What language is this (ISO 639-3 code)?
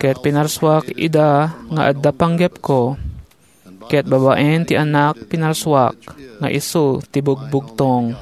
ilo